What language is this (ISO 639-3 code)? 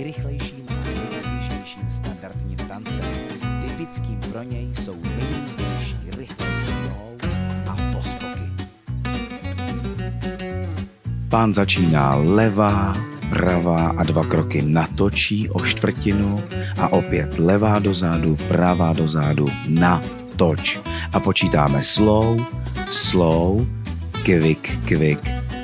ces